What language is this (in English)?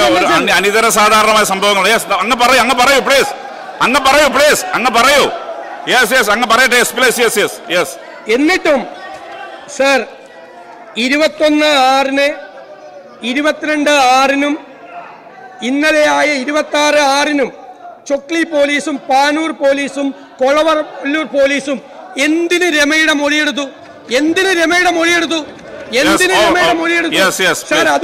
Malayalam